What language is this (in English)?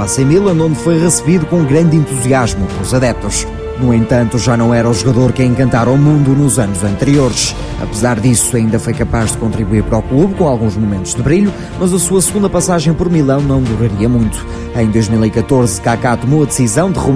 Portuguese